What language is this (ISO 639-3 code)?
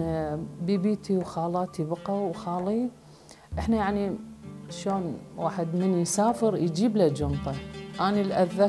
acm